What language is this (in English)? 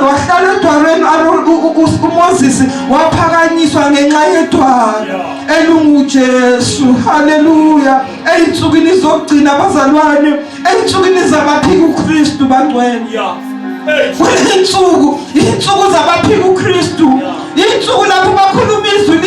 Zulu